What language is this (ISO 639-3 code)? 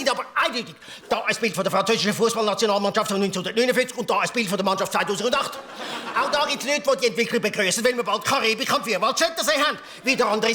gsw